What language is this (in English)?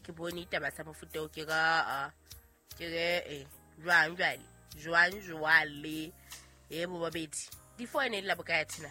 Southern Sotho